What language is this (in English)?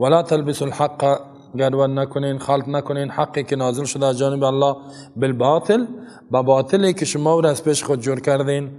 Persian